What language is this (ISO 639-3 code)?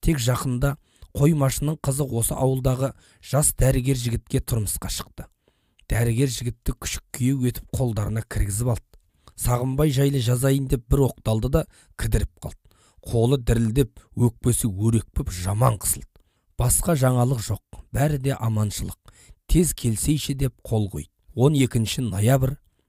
kaz